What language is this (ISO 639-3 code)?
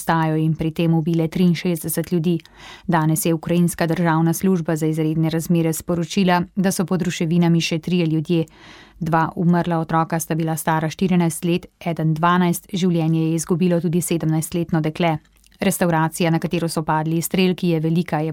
slv